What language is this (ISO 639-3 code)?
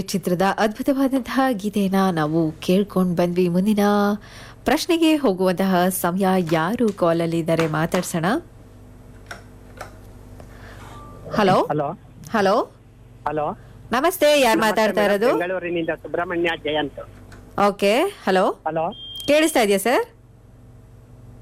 kan